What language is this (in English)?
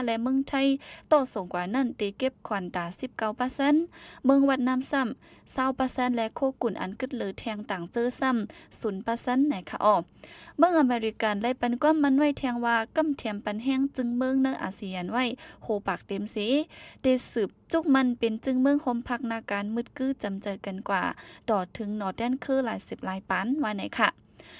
Shan